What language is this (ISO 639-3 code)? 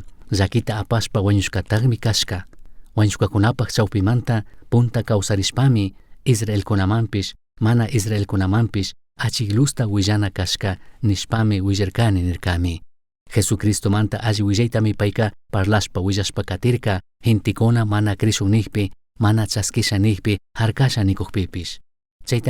qug